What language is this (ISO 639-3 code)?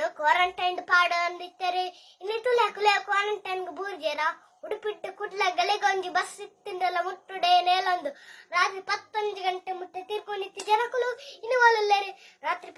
tcy